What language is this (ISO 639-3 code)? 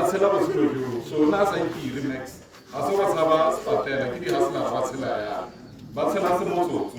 tsn